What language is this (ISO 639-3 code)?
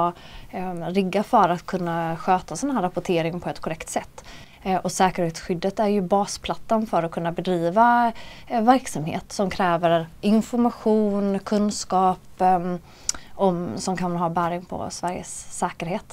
swe